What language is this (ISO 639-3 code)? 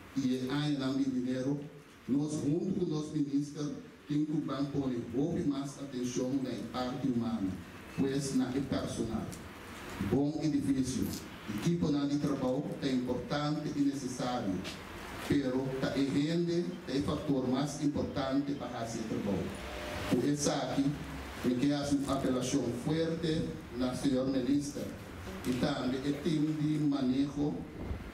pap